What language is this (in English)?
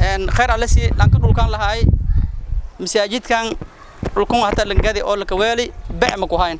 Somali